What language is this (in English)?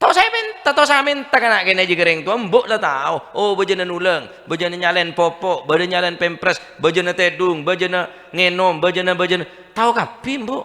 Madurese